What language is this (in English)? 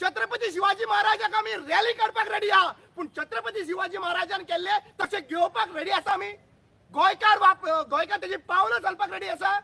Konkani